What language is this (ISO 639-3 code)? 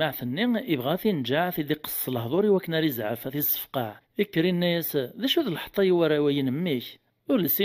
kab